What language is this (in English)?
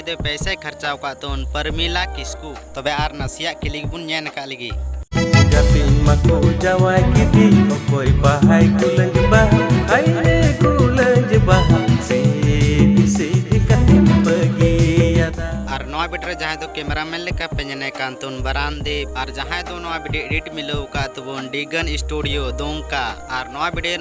Santali